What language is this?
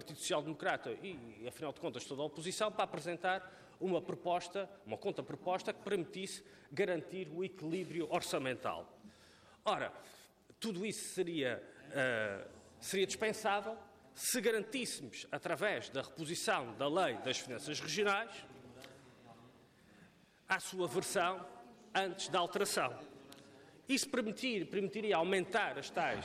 Portuguese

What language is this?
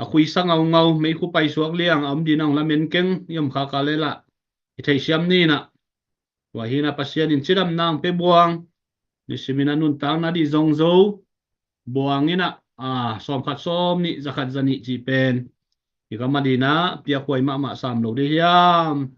Tedim Chin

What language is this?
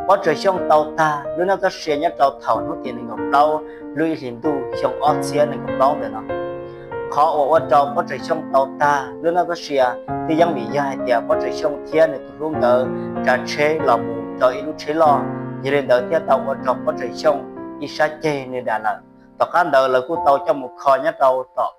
Hmong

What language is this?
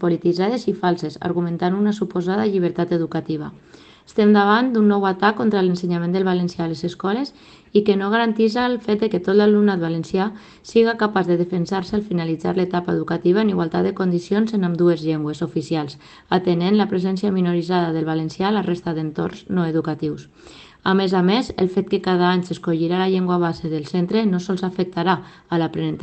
Catalan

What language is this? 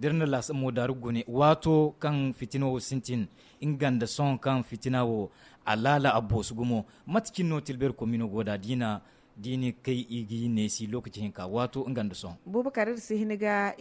Zarma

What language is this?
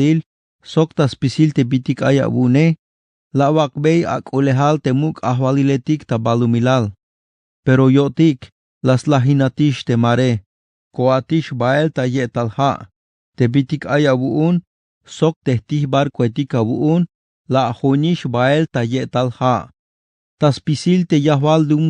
Tzeltal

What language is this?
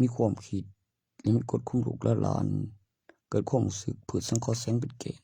Northeastern Thai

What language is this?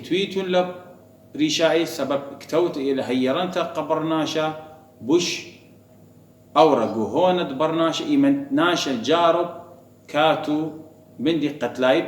Assyrian Neo-Aramaic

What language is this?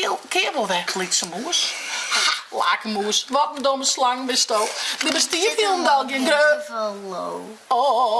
Western Frisian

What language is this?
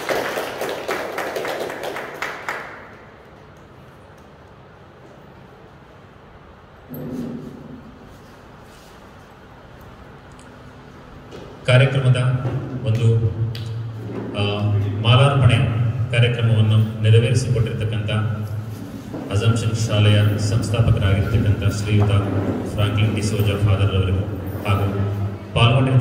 Kannada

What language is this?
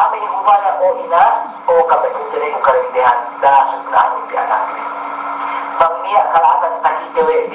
Yakan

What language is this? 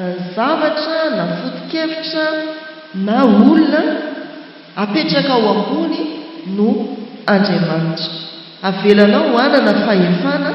Malagasy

